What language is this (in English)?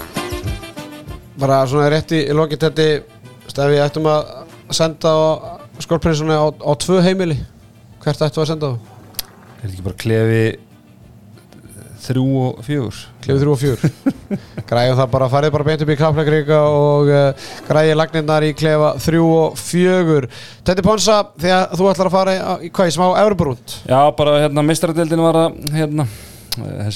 Icelandic